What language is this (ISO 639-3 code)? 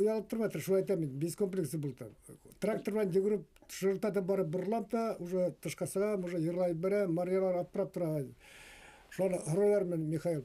bak